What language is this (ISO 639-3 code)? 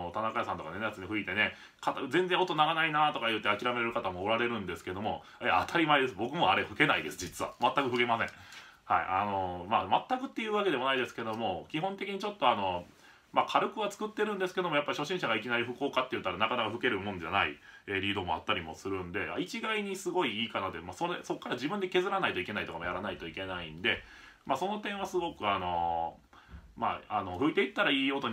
jpn